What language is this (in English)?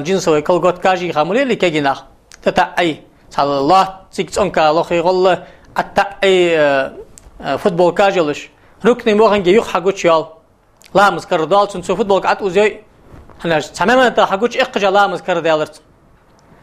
Ingush